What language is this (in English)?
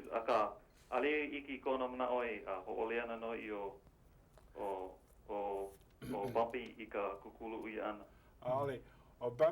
Hawaiian